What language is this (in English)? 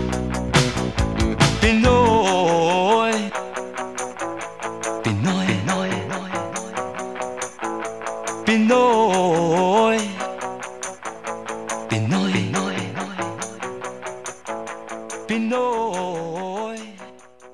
Filipino